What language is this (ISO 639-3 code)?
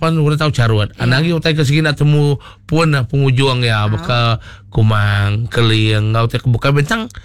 iba